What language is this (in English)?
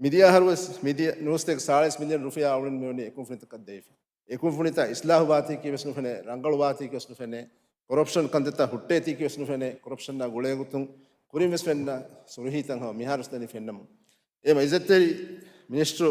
Divehi